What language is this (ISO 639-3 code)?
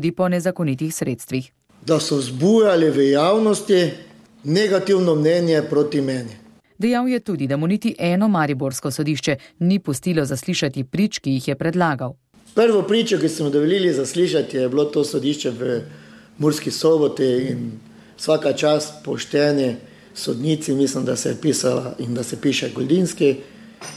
slv